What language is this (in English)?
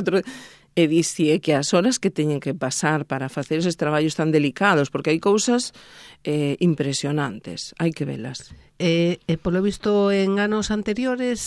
Galician